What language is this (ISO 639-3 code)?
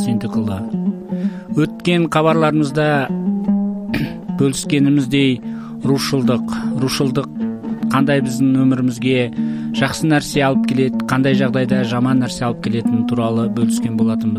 kaz